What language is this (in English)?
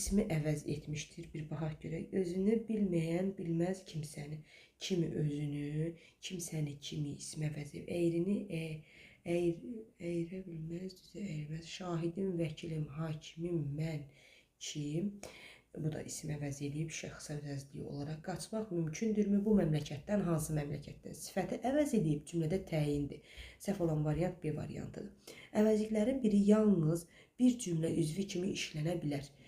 Azerbaijani